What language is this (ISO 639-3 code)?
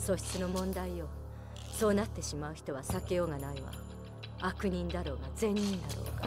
jpn